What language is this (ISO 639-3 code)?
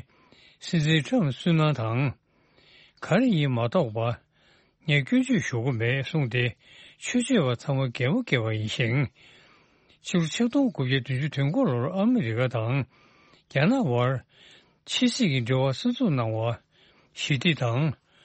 bod